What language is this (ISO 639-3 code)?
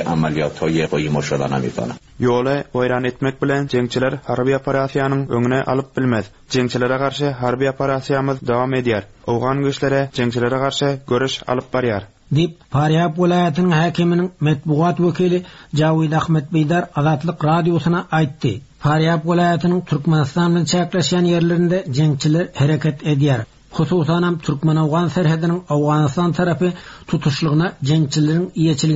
tuk